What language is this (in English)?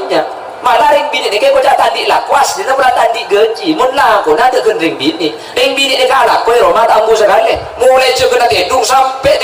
Madurese